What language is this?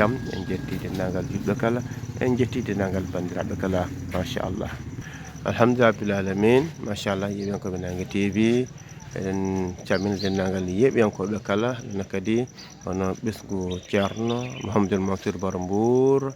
Fula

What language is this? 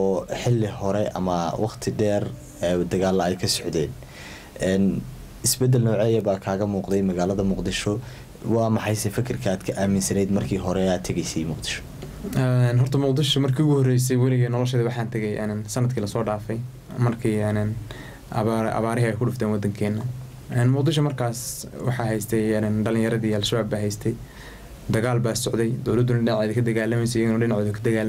Somali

